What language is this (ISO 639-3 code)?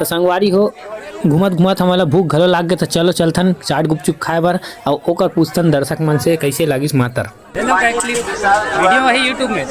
hne